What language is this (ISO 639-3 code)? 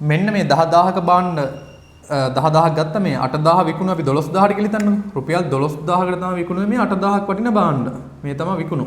sin